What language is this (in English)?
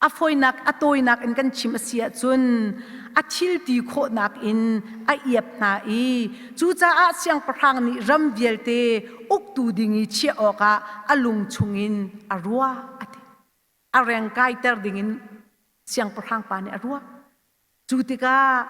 Hakha Chin